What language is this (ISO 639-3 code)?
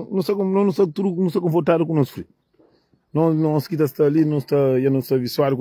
kea